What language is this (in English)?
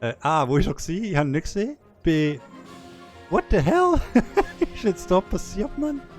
Swiss German